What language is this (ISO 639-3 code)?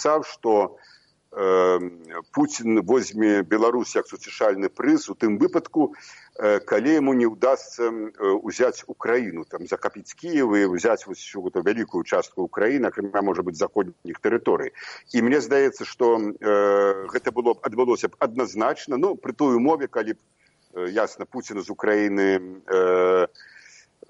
bel